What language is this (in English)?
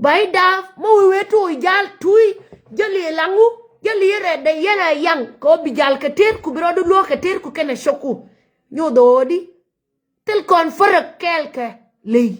Nuer